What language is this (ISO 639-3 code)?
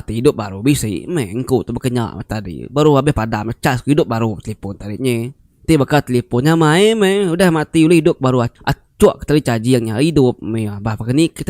iba